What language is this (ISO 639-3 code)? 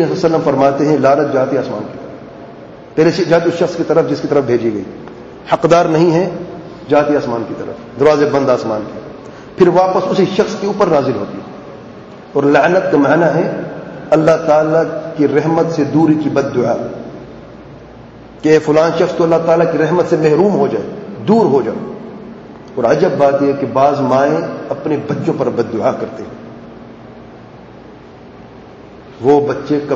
urd